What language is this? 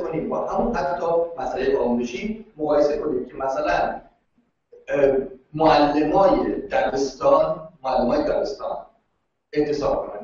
Persian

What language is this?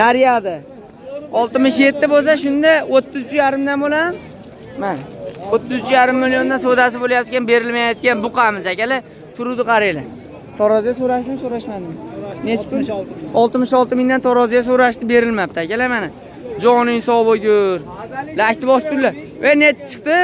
Uzbek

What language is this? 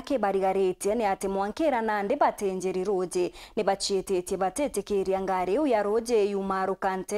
Meru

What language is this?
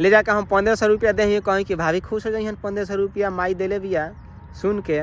Bhojpuri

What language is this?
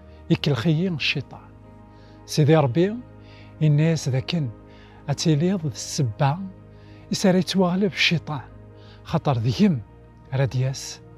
Kabyle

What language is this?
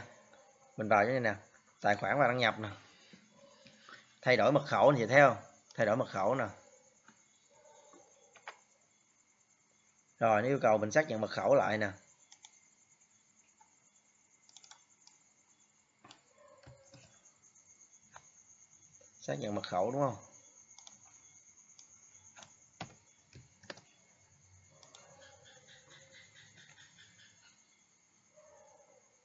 Vietnamese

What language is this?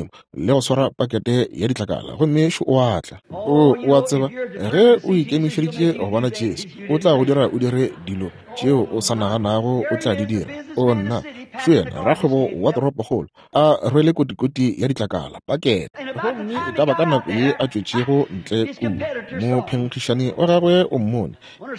Northern Sotho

